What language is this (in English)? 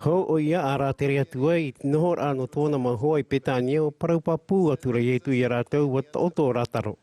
Tahitian